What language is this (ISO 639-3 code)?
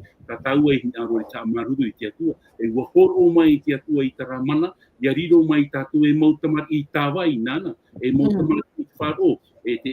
tah